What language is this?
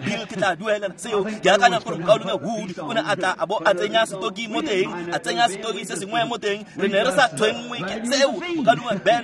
Tswana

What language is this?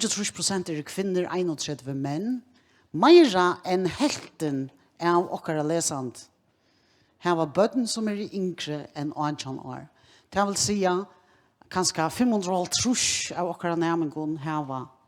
Faroese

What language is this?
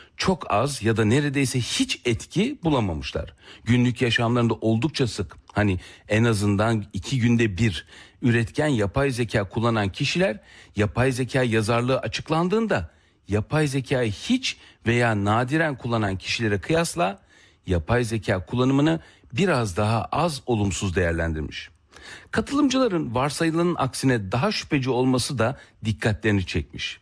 Turkish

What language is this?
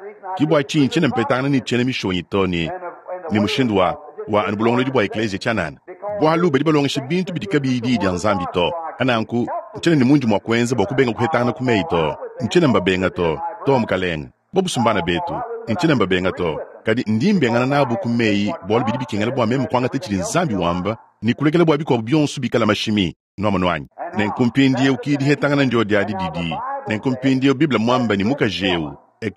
Luba-Lulua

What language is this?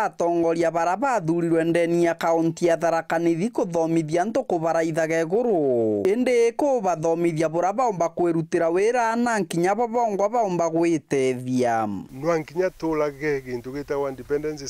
Meru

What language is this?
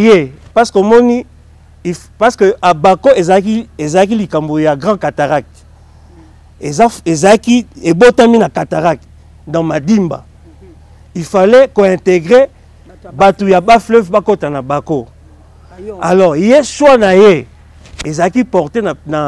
Lingala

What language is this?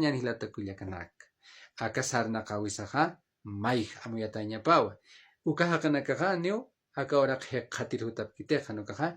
Aymara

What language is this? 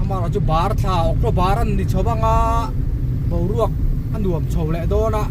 Mizo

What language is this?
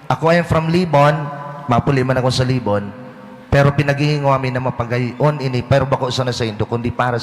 Bikol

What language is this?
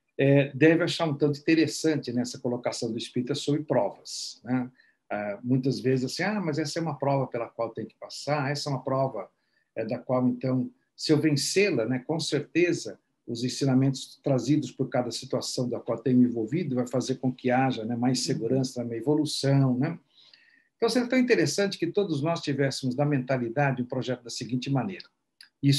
Portuguese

